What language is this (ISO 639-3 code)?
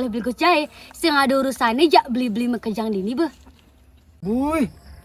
ban